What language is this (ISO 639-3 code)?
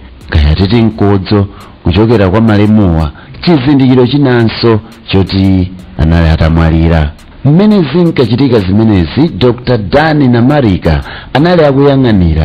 nya